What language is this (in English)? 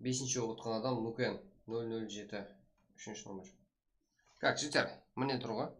Kara-Kalpak